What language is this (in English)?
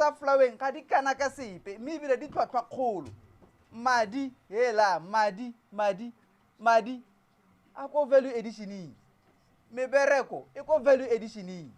Tswana